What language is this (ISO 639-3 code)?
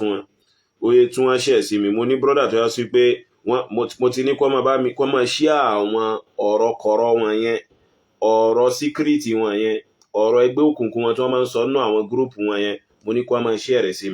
yor